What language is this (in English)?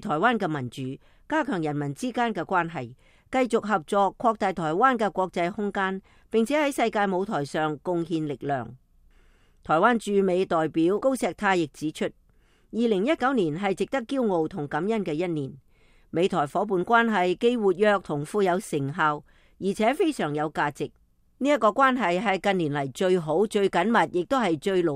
Cantonese